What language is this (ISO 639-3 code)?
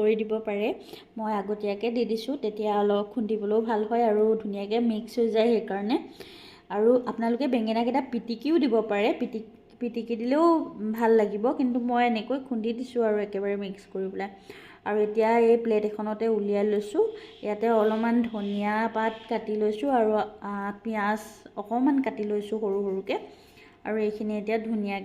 asm